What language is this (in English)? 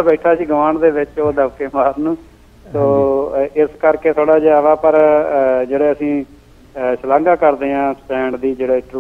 Punjabi